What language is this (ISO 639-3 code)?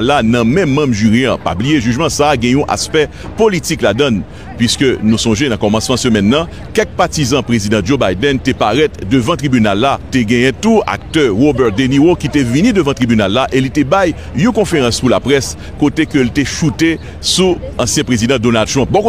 hat